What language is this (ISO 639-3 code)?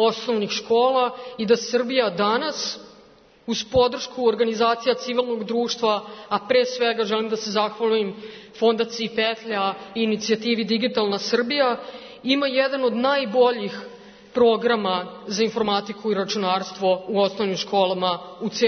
srp